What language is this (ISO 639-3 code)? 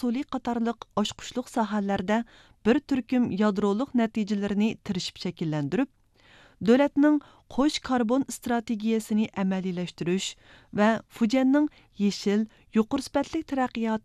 uig